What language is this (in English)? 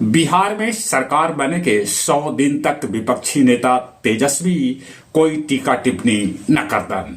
Magahi